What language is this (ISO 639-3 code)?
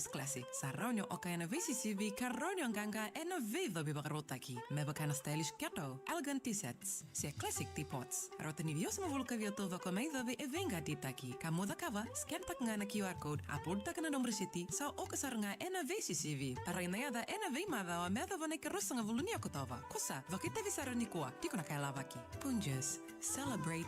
fij